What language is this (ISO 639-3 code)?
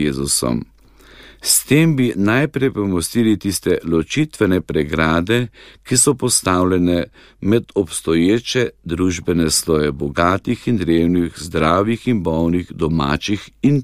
slv